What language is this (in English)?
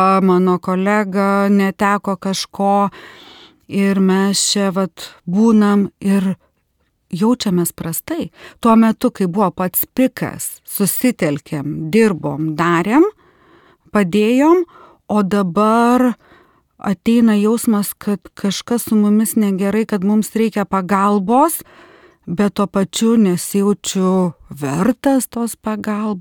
Lithuanian